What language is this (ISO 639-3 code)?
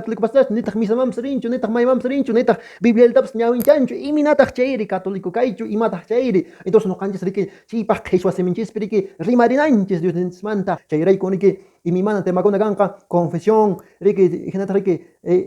que